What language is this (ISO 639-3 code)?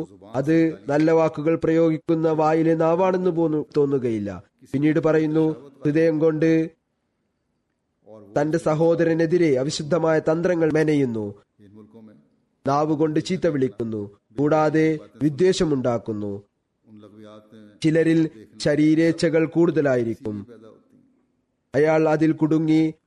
mal